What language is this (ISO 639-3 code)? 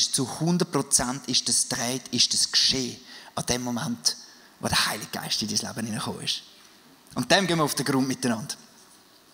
gsw